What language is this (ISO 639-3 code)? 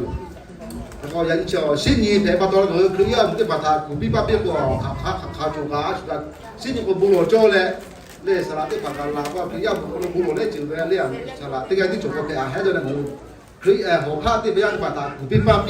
lhu